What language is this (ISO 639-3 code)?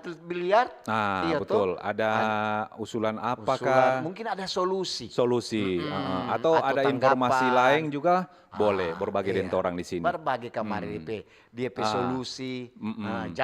xmm